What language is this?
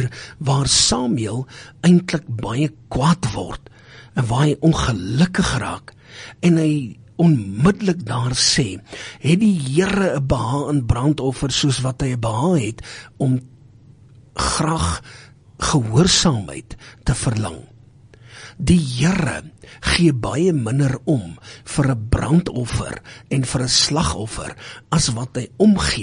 Afrikaans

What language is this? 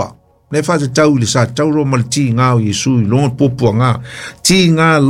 Samoan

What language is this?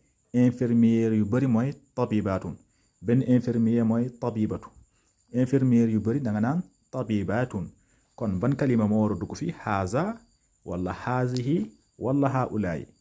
Wolof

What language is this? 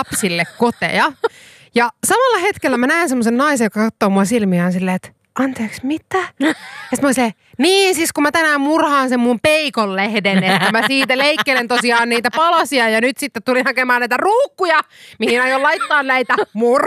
Finnish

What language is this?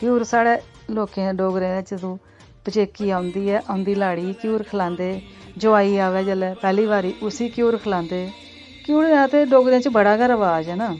Dogri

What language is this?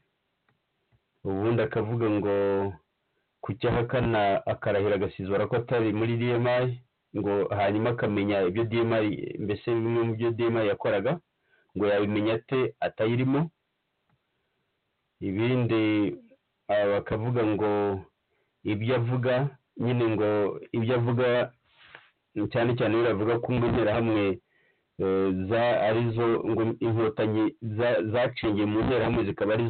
Kinyarwanda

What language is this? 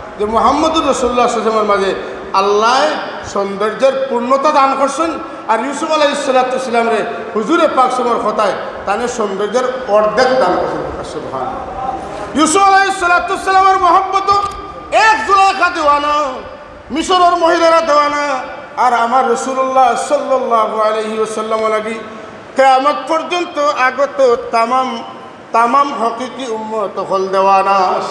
Sylheti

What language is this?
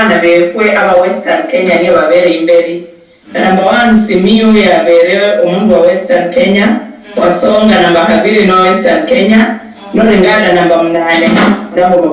Luyia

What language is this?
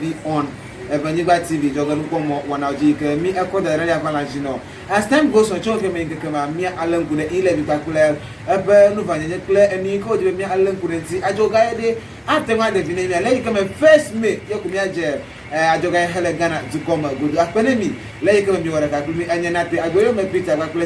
Ewe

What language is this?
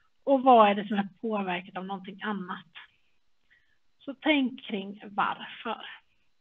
Swedish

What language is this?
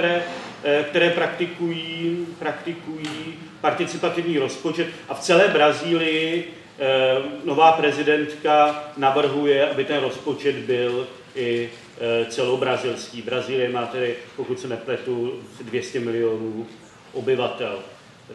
Czech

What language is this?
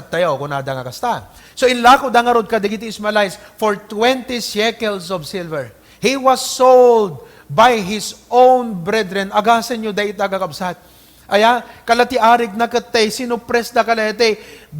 Iloko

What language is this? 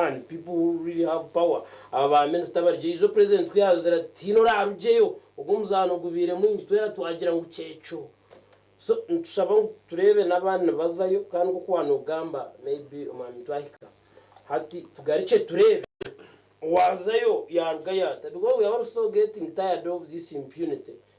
Nyankole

